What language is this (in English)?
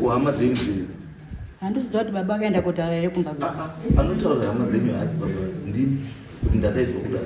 Shona